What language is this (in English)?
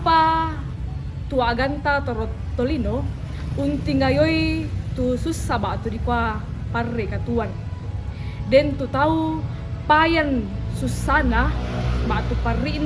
Toraja-Sa'dan